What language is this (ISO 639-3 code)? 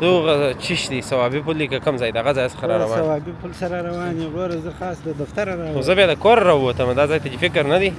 pus